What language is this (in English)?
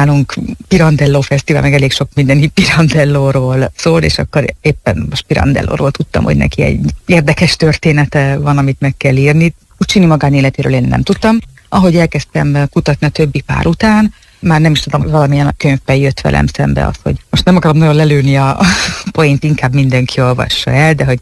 Hungarian